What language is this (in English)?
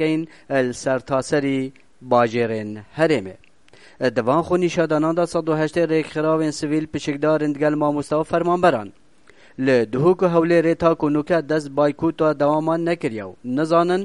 Kurdish